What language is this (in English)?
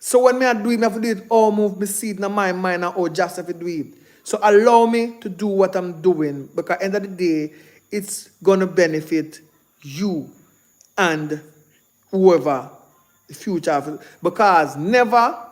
Jamaican Creole English